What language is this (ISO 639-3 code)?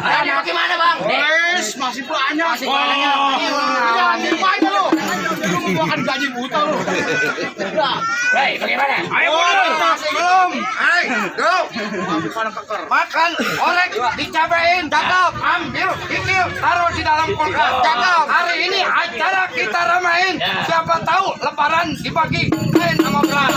bew